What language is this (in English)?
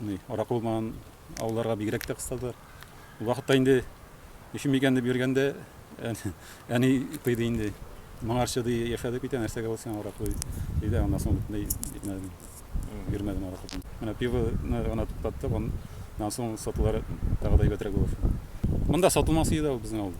Tatar